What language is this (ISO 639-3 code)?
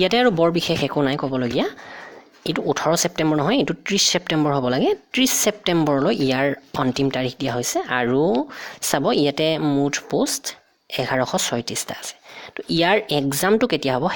asm